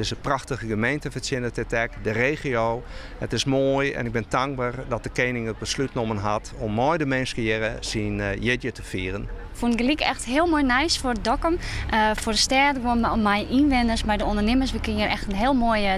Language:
Western Frisian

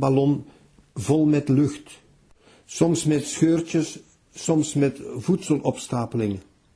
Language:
Dutch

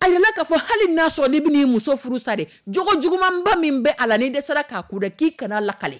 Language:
Dyula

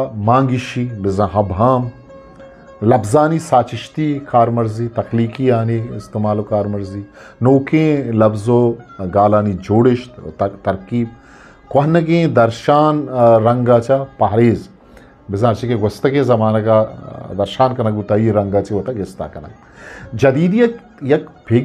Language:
Eastern Balochi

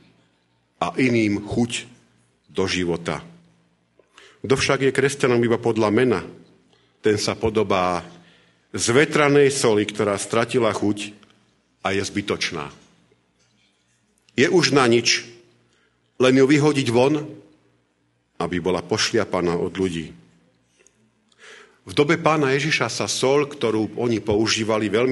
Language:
Slovak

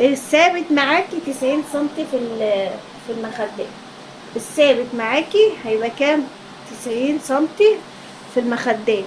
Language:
Egyptian Arabic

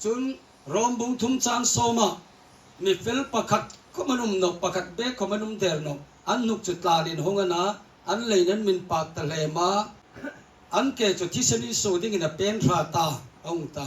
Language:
Hmar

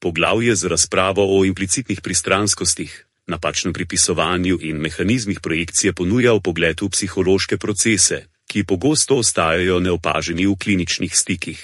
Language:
Slovenian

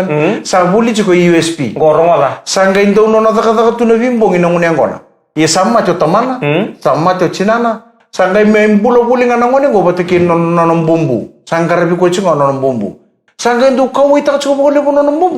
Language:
Fijian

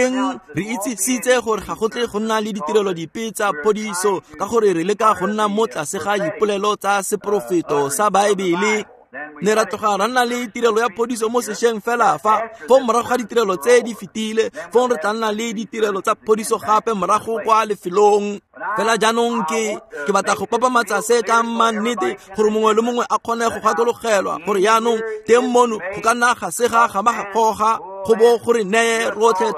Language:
Tswana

